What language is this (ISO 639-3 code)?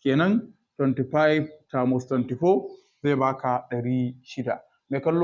hau